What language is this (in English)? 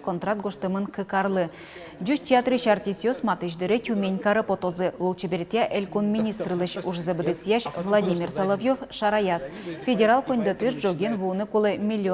Udmurt